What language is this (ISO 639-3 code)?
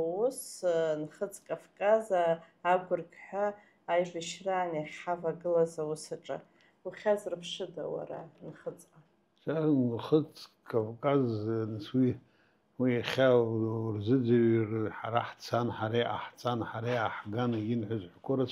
abk